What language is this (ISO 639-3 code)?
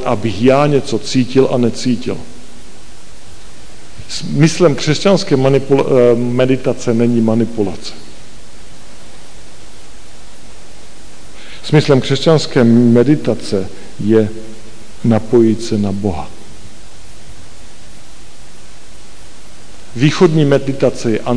ces